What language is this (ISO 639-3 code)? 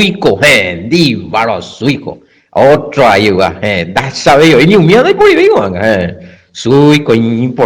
grn